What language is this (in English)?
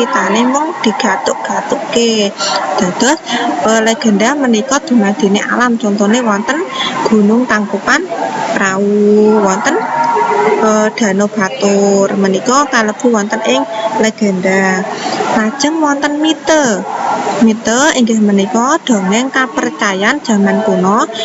Javanese